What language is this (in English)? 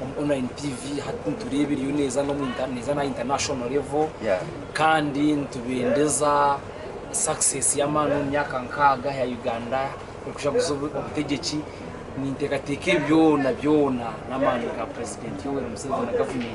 Nyankole